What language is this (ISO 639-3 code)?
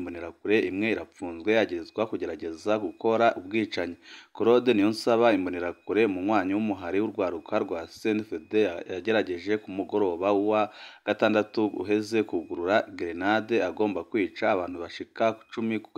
run